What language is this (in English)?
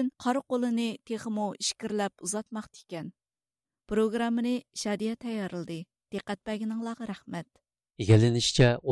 Uyghur